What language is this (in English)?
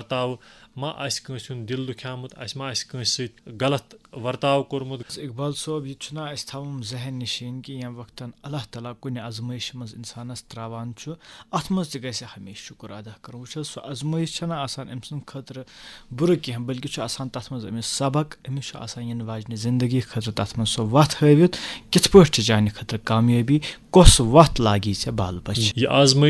Kashmiri